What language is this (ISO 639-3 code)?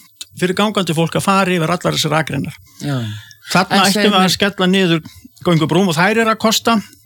isl